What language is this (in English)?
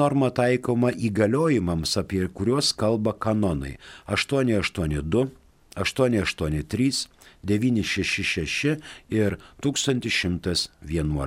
Lithuanian